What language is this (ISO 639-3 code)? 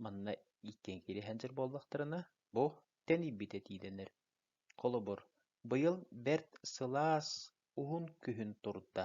sah